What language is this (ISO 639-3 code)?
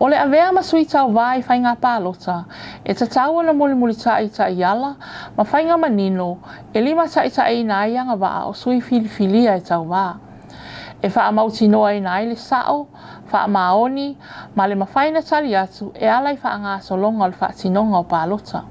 smo